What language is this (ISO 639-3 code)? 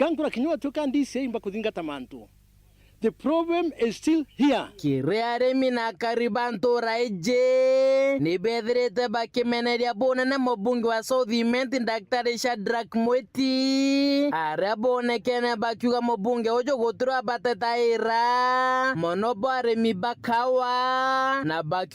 mer